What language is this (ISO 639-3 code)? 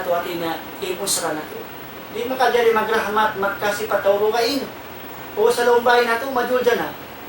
tsg